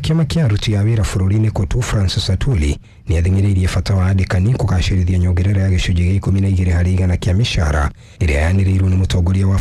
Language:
Kikuyu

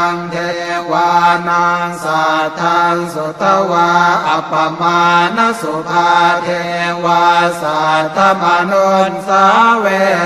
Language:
Pali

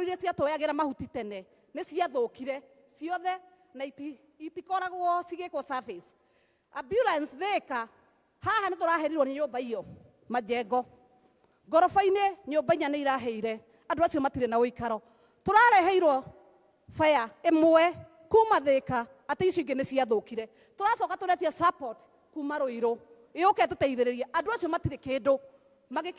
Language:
Kikuyu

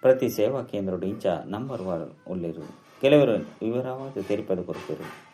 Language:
Tulu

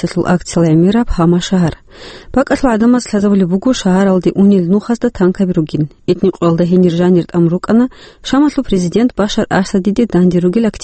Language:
Avaric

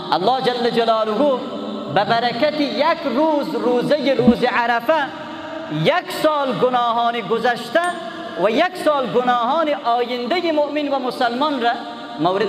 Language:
Persian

